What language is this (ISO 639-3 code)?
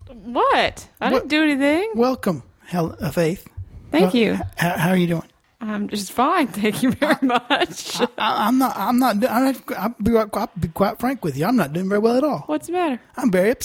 eng